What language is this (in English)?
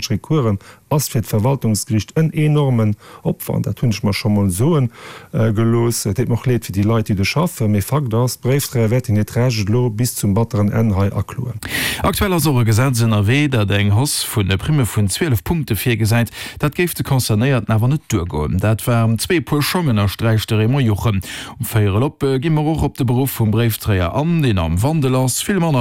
Luxembourgish